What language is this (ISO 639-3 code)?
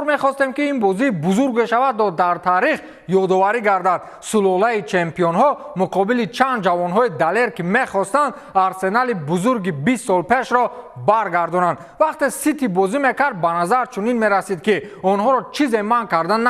tgk